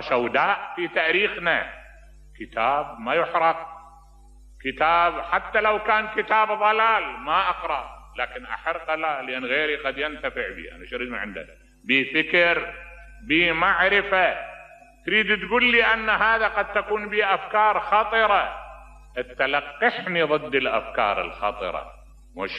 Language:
Mesopotamian Arabic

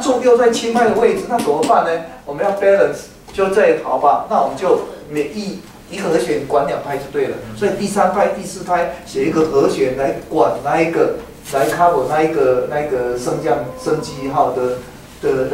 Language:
Chinese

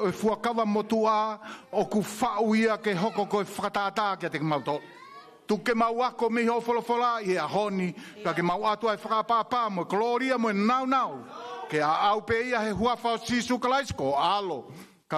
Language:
Tongan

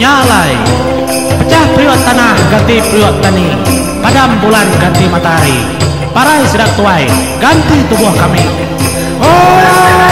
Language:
Iban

